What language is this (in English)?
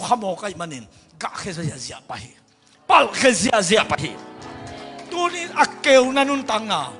Tedim Chin